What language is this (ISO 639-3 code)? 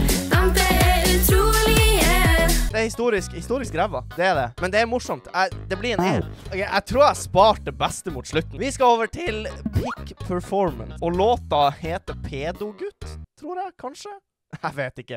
nor